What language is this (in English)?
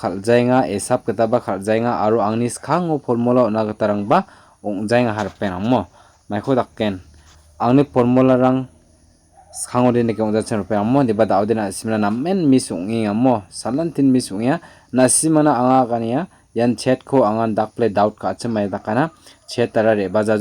Garo